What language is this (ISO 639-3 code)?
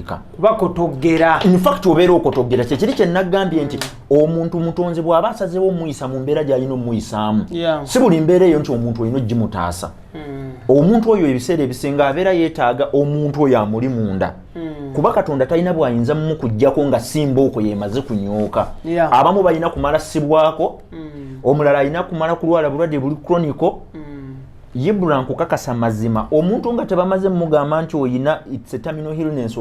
lug